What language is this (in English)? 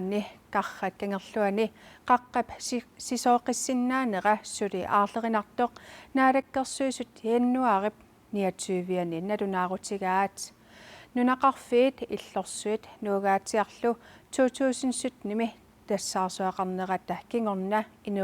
Kalaallisut